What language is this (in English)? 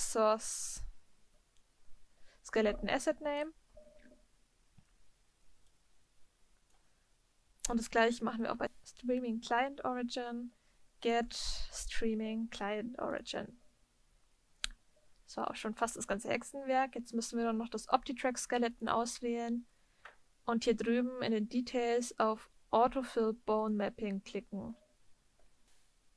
German